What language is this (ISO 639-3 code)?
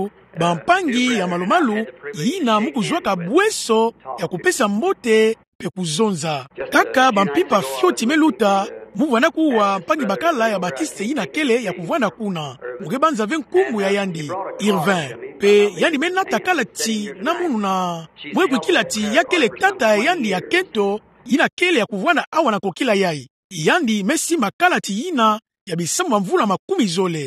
ktu